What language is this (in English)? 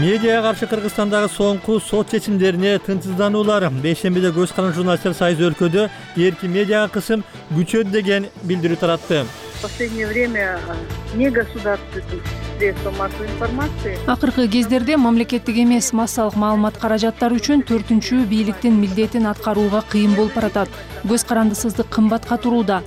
Kyrgyz